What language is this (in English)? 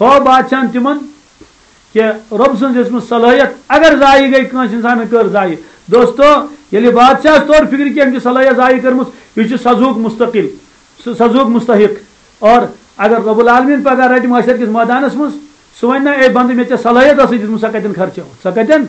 Kashmiri